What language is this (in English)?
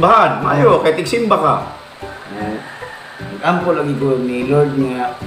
Cebuano